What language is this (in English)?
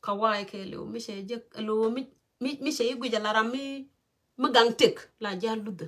Nuer